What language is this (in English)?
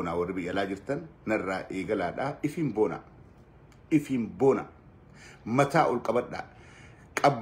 Oromo